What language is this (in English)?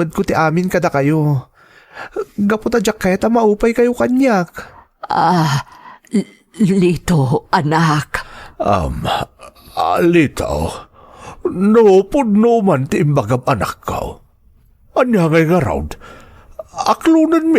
Iloko